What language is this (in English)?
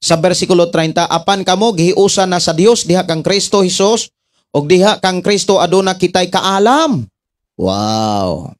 Cebuano